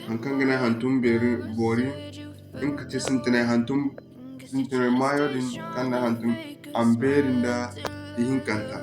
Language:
Zarma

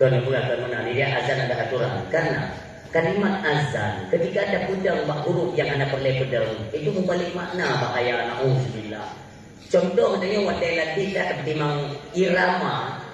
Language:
Achinese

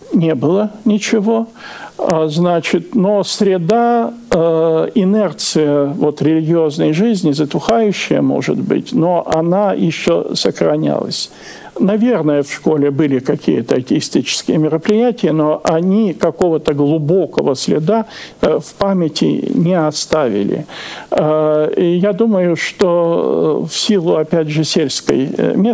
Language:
Russian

